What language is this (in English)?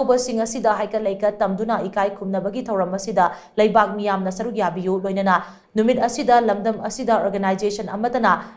Manipuri